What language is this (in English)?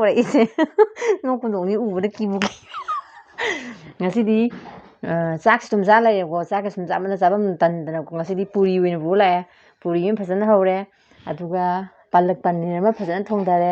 Manipuri